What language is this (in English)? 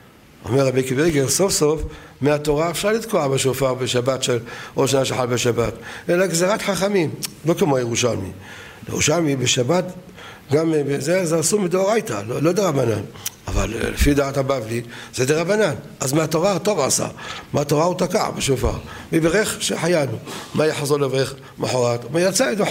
Hebrew